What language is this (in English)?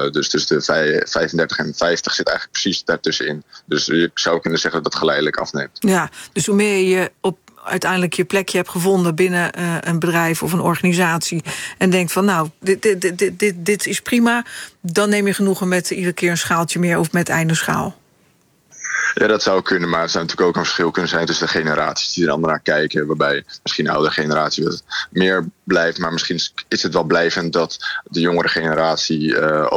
Dutch